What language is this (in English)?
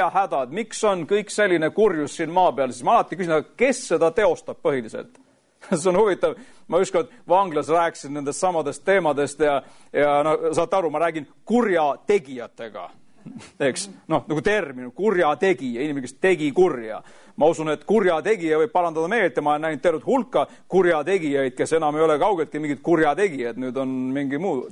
Estonian